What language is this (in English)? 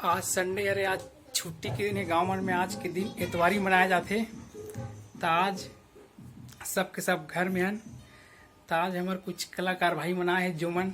Chhattisgarhi